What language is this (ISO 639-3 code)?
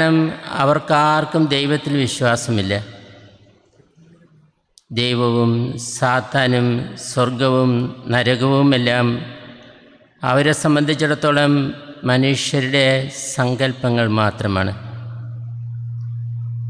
mal